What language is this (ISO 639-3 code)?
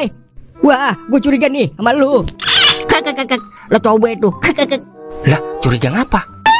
bew